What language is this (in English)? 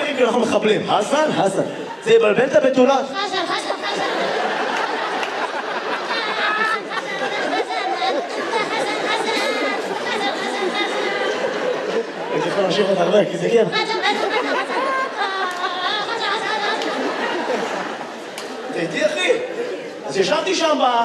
Hebrew